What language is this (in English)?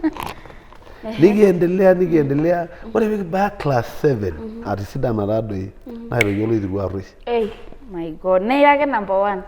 Masai